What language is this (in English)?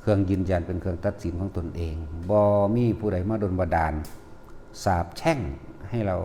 Northeastern Thai